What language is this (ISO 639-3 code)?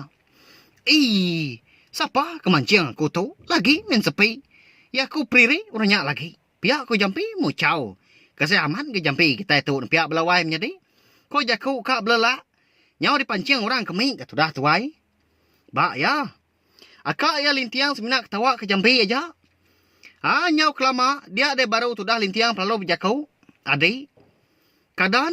iba